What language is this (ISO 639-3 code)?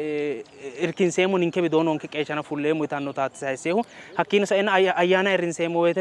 sid